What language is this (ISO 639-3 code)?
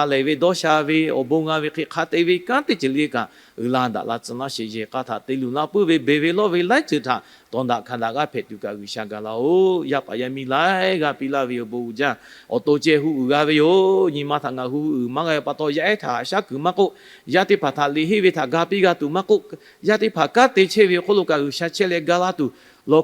lhu